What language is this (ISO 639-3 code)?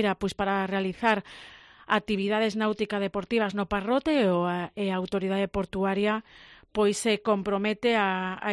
glg